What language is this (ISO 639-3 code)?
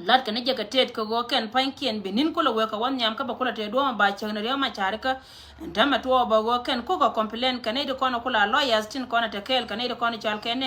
nus